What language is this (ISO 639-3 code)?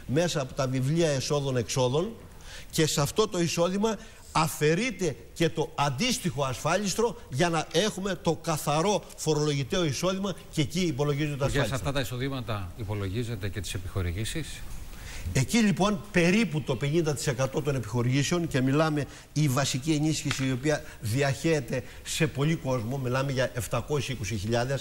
ell